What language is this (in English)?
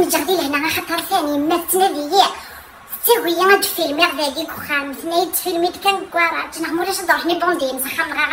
Kabyle